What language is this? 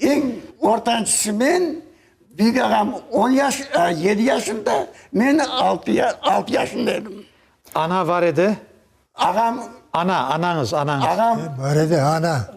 Crimean Tatar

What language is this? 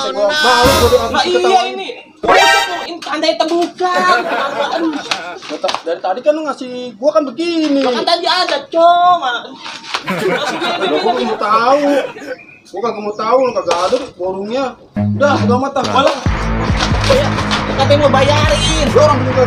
Betawi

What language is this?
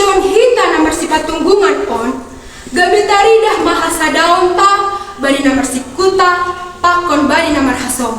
Batak Simalungun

